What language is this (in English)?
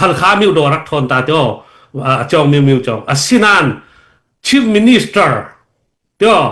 Hakha Chin